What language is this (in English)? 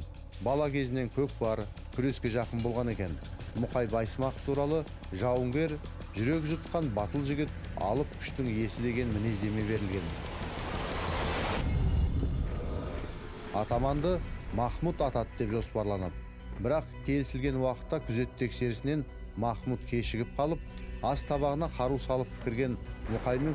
Kazakh